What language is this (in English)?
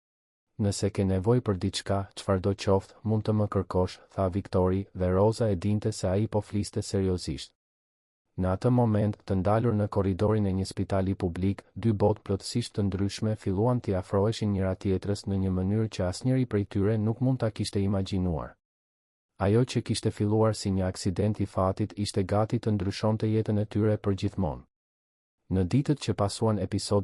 Albanian